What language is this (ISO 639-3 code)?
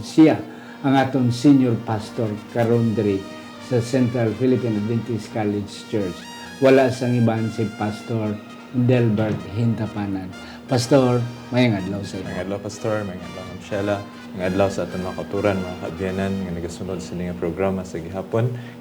hil